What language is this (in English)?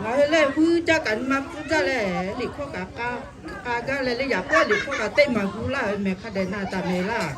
Lahu